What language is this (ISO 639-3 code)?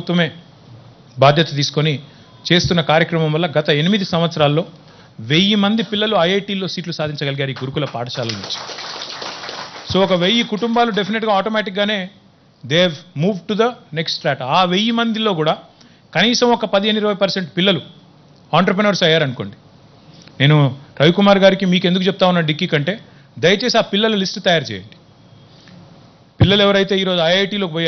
tel